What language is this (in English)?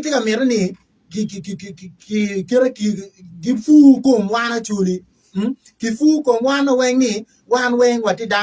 Acoli